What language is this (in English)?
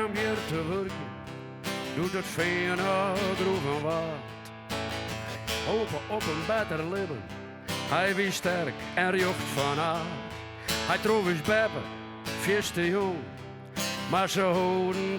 Western Frisian